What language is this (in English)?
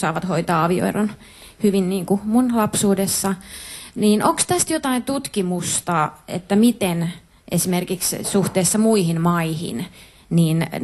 Finnish